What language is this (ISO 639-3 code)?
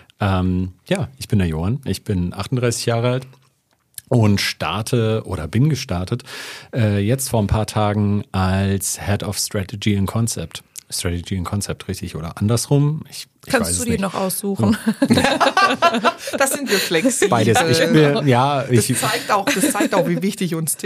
deu